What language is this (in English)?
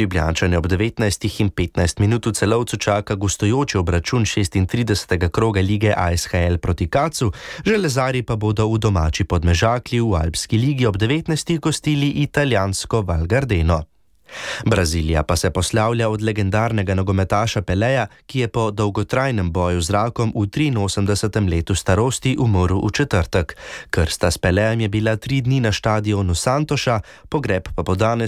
Slovenian